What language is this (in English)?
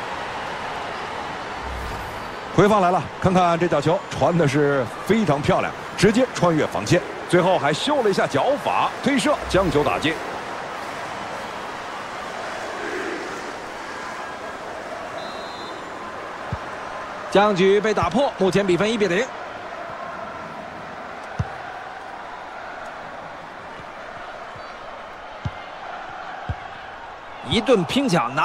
Chinese